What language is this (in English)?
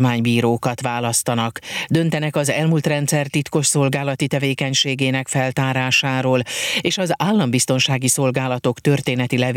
Hungarian